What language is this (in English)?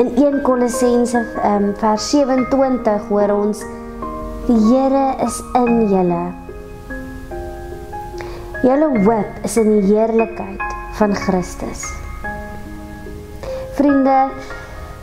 Afrikaans